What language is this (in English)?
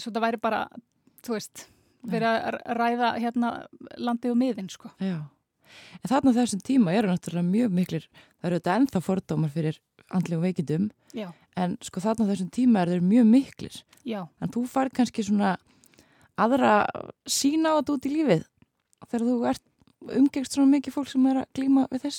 Icelandic